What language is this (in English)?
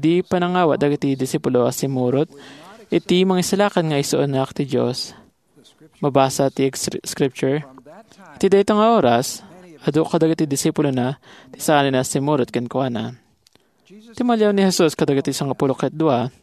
Iloko